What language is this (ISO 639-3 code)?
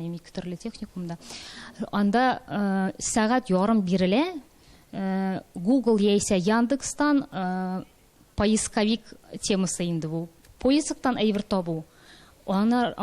tat